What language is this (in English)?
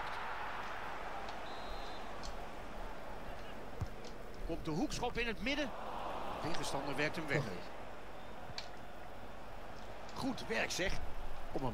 Dutch